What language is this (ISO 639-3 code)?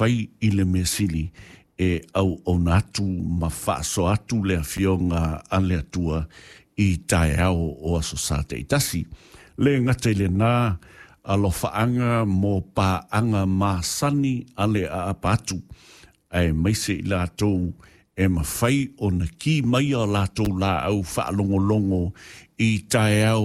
smo